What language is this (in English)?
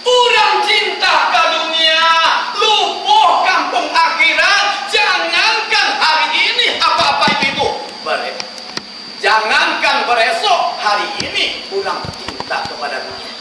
Minangkabau